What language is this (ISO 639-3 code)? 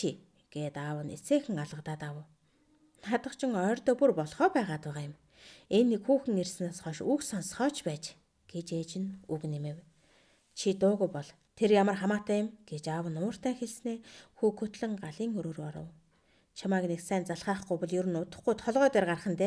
mon